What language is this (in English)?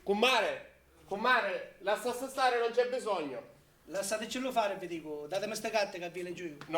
Sicilian